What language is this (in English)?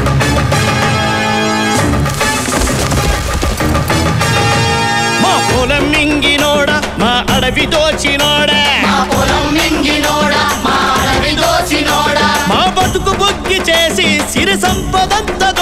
Telugu